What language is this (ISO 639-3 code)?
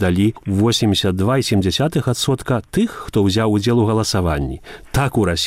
bel